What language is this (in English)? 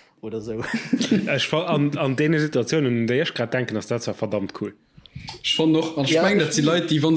Luxembourgish